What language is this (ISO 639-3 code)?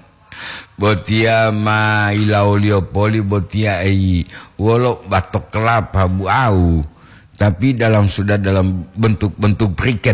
gor